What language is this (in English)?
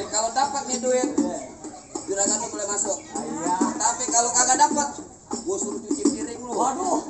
Betawi